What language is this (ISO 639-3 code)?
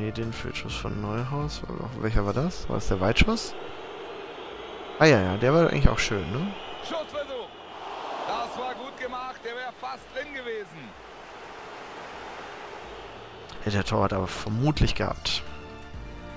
deu